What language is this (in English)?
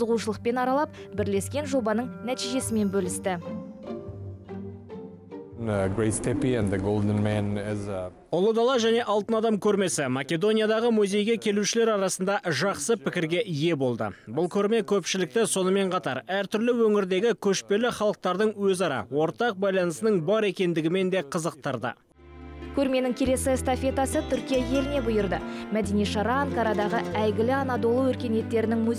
Kazakh